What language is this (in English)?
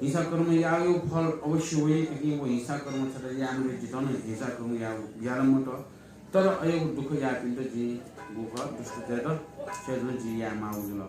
Newari